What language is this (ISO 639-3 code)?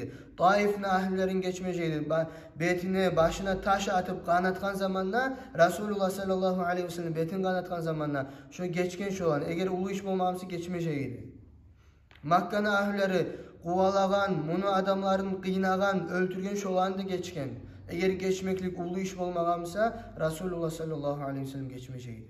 kum